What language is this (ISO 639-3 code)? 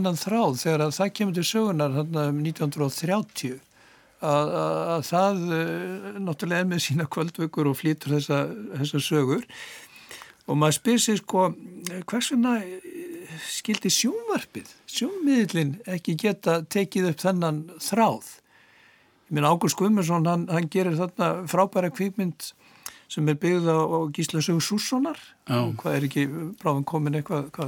isl